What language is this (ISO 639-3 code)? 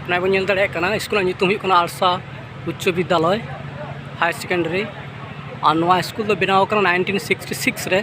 sat